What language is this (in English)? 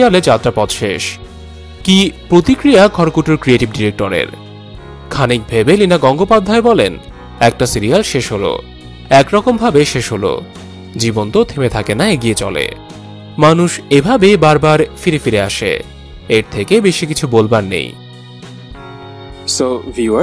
Bangla